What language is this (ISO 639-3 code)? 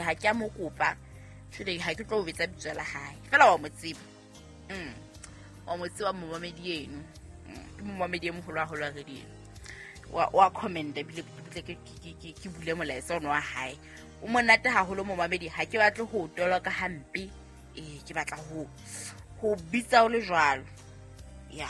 sot